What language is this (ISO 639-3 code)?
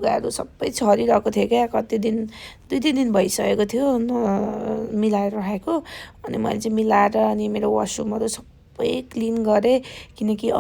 nep